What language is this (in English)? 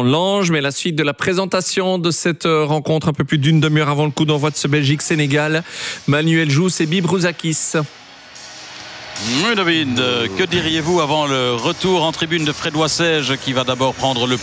French